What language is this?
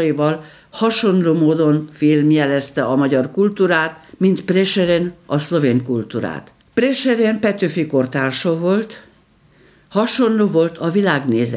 Hungarian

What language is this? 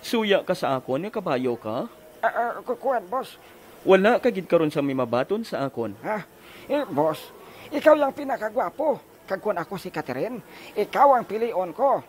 Hiligaynon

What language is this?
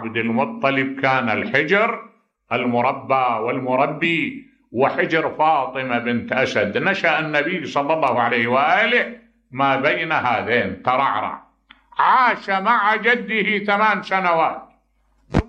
Mesopotamian Arabic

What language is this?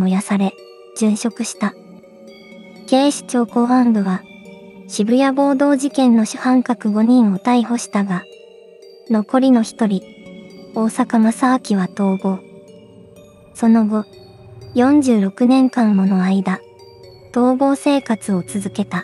Japanese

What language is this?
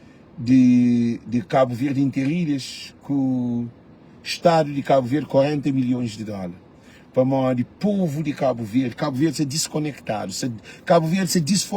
Kabuverdianu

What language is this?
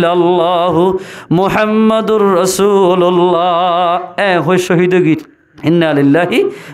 Rohingya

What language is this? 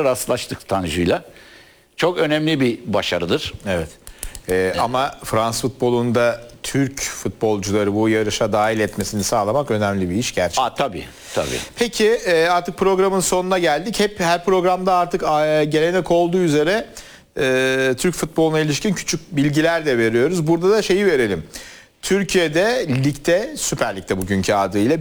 Turkish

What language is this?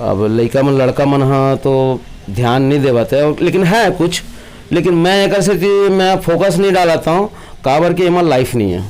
Chhattisgarhi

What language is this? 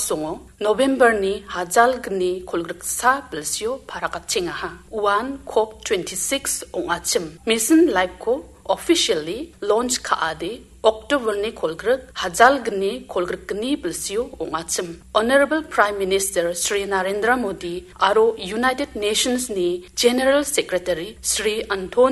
Garo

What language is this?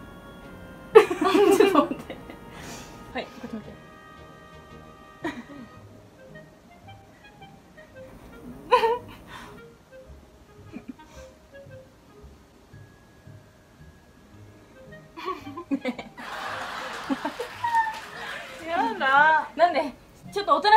Japanese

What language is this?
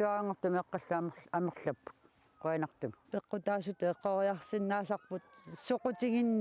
Kalaallisut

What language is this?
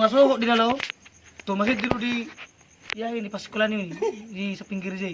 Batak Toba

